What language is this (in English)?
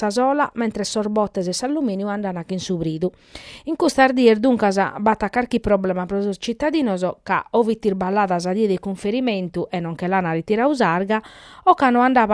Sardinian